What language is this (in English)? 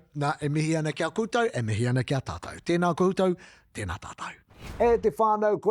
Māori